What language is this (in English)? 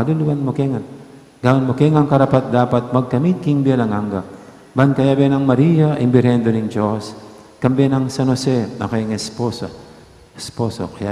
Pampanga